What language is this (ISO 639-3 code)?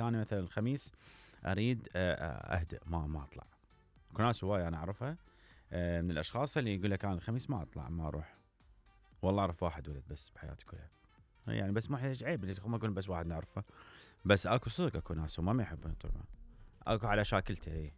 acm